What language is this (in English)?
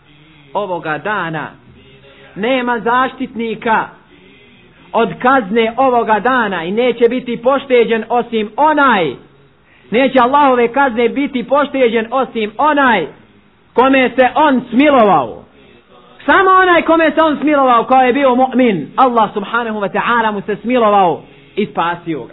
Bosnian